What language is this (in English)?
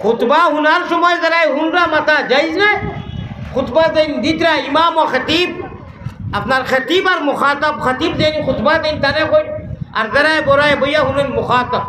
Sylheti